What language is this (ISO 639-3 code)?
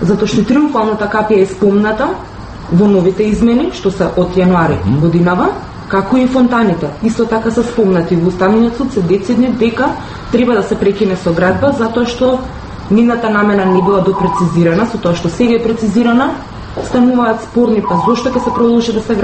mkd